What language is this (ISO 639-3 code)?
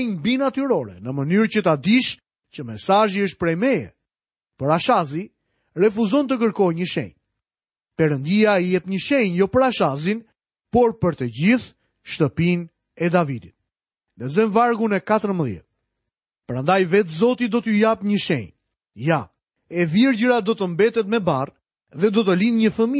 sqi